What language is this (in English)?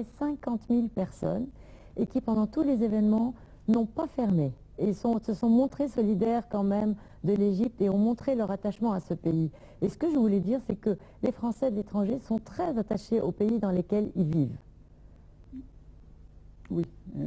French